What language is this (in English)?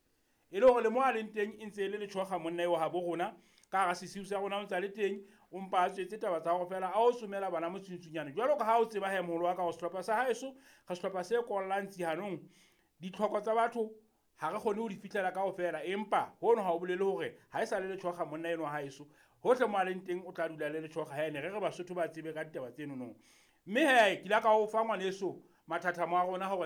Southern Sotho